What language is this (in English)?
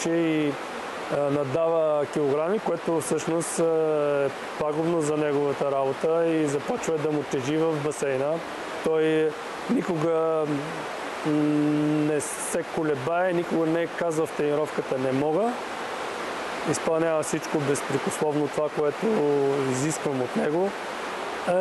Bulgarian